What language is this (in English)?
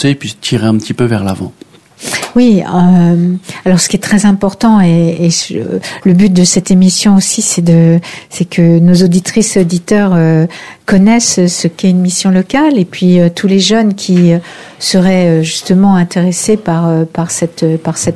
French